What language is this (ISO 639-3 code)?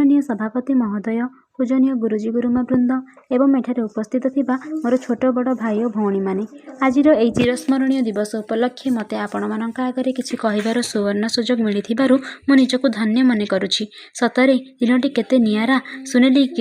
ori